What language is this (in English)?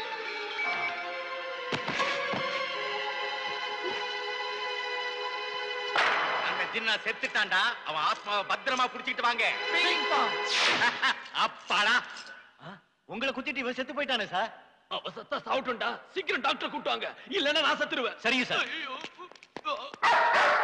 Tamil